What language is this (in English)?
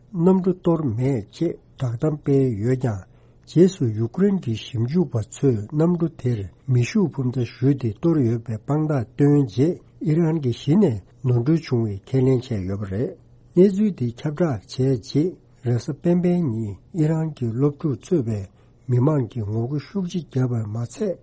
Tibetan